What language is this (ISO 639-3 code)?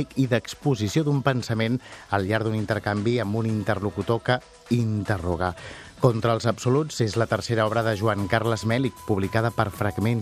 cat